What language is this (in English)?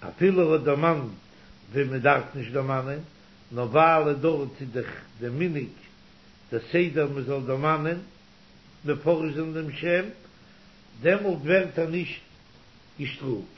Yiddish